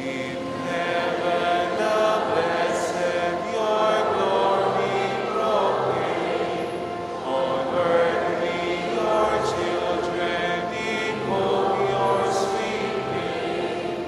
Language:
Pampanga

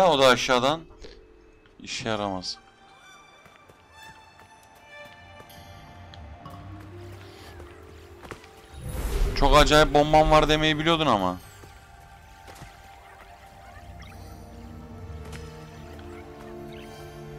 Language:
Turkish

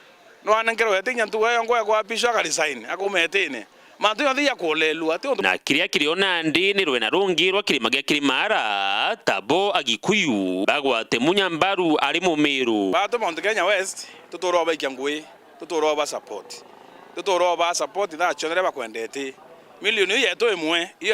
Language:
Meru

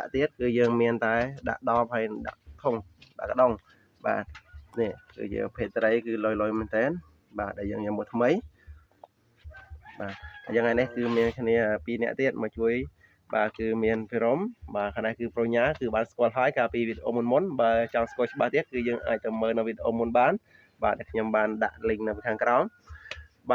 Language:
Khmer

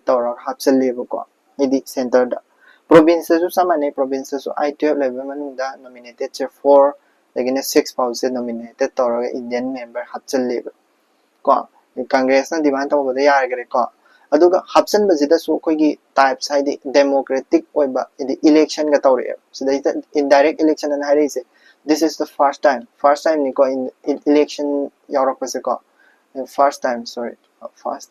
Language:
Manipuri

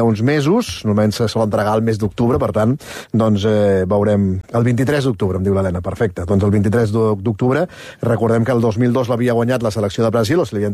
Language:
Catalan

